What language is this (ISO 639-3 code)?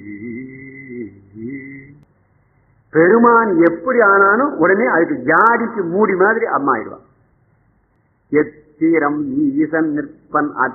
tam